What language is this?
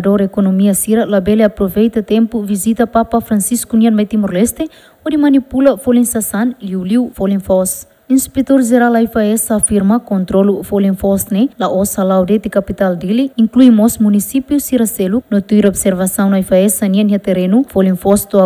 Tetum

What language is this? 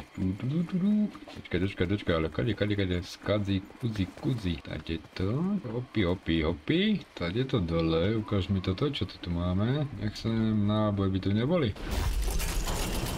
Slovak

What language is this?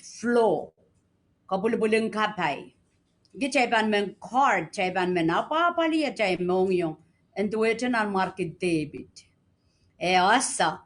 Pohnpeian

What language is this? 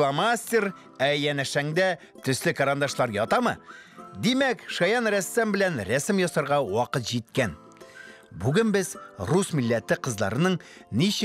Tatar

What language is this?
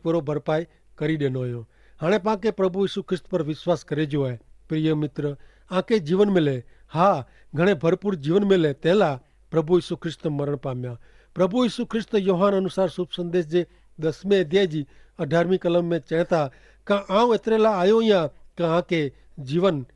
Kachhi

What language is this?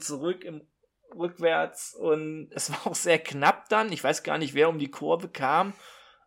German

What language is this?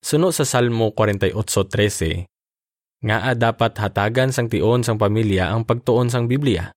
Hiligaynon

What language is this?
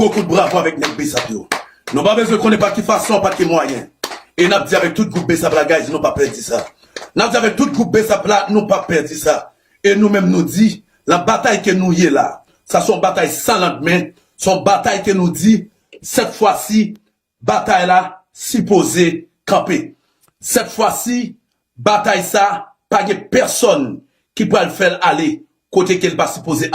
Haitian Creole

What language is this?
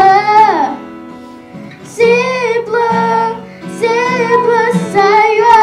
S'gaw Karen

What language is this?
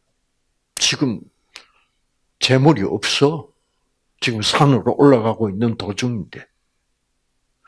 Korean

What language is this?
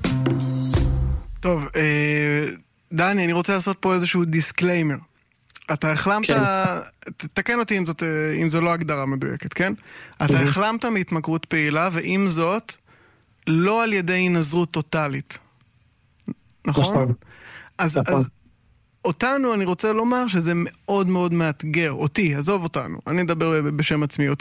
Hebrew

